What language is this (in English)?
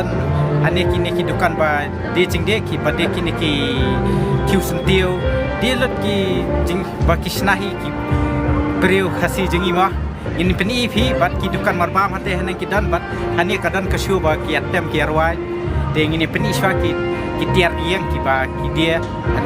Khasi